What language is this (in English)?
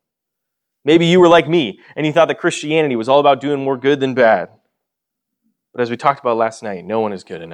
English